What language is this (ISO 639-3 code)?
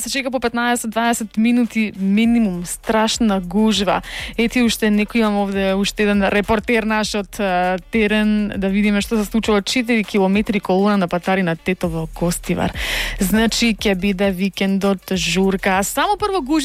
mkd